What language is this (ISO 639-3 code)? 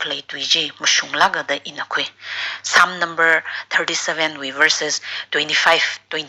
nmf